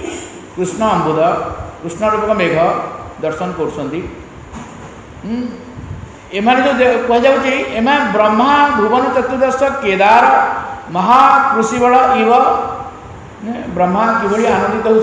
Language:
Odia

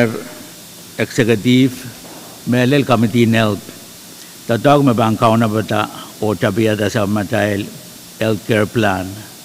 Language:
Pohnpeian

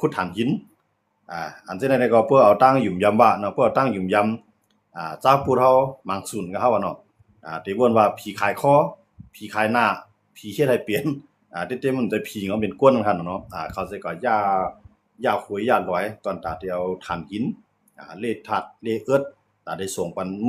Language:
Shan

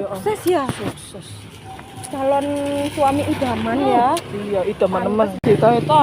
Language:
Betawi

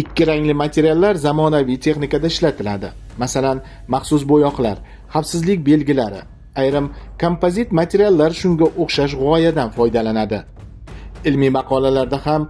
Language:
Uzbek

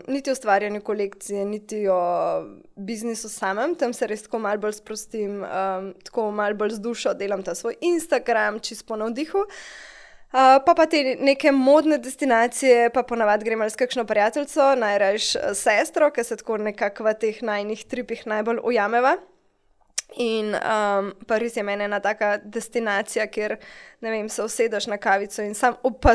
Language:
Slovenian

